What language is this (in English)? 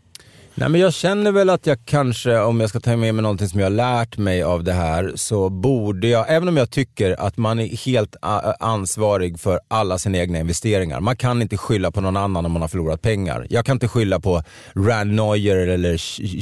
Swedish